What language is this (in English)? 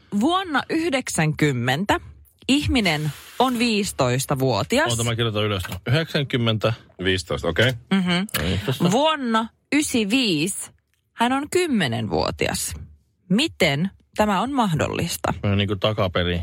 Finnish